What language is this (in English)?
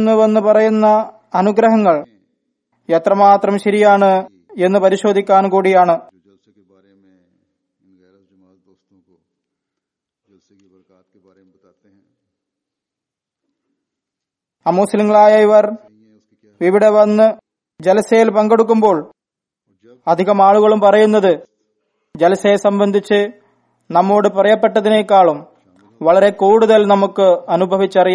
Malayalam